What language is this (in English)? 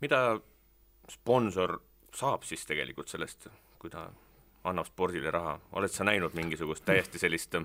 Estonian